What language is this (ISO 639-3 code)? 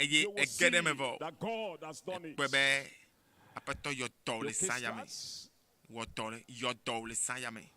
ewe